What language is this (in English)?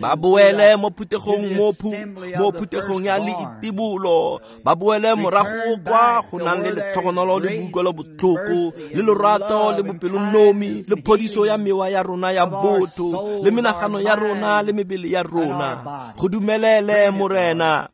Tswana